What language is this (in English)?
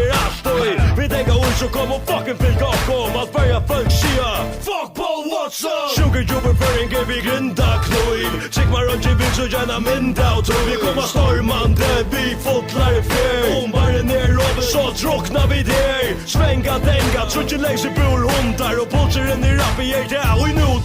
Faroese